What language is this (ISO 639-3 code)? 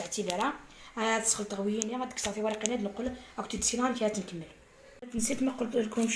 arq